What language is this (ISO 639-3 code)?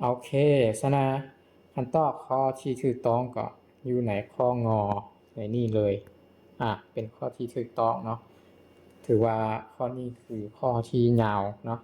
lao